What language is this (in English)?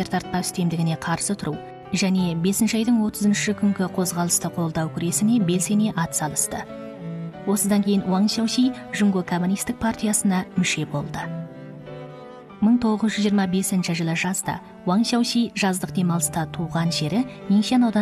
Kazakh